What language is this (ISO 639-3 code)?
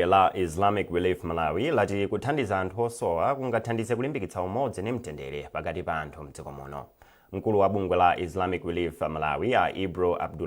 nya